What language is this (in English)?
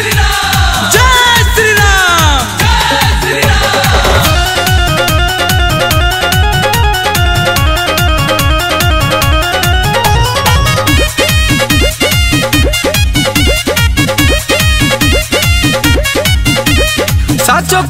Bhojpuri